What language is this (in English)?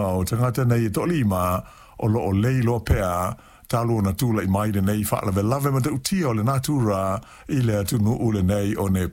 Samoan